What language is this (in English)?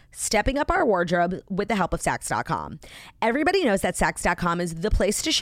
English